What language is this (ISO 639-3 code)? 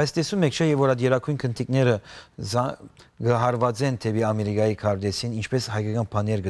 hyw